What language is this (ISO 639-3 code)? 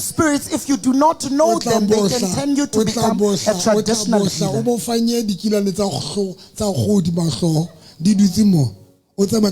sot